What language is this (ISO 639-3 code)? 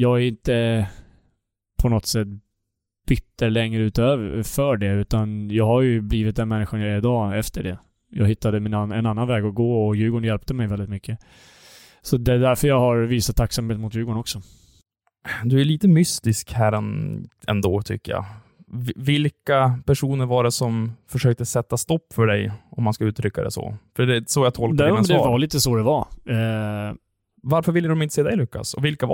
swe